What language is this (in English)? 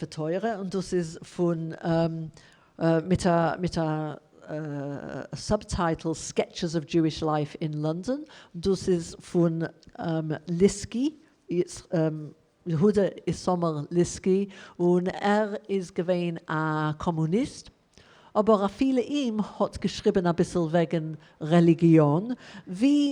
Yiddish